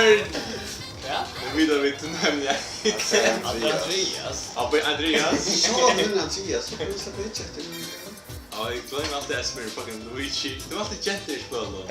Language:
Faroese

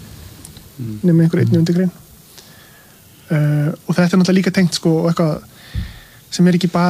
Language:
Icelandic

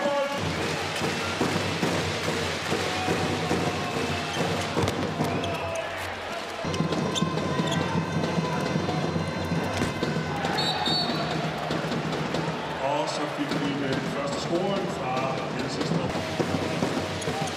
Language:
Danish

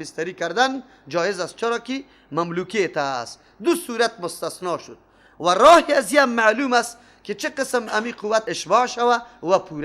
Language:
Persian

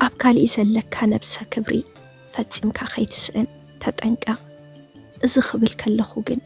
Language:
Tigrinya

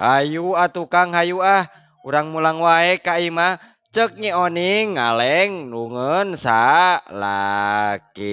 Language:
Sundanese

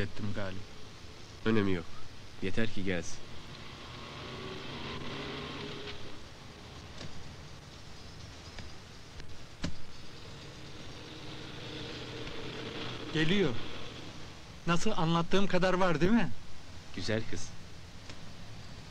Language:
Turkish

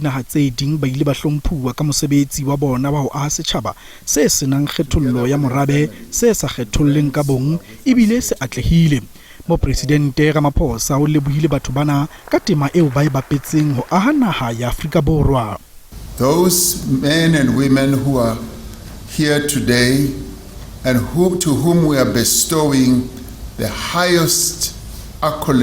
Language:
Southern Sotho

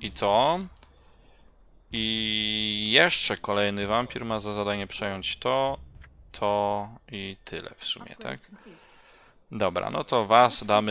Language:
Polish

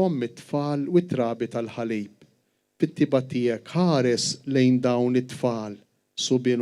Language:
Maltese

